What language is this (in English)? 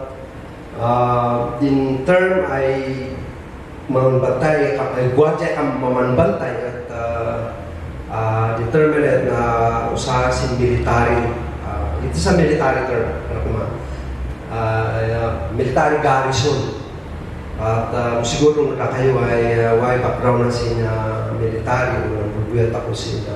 Kankanaey